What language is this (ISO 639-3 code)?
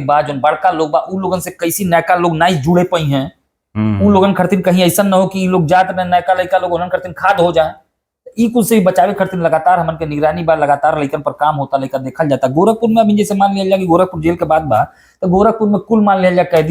bho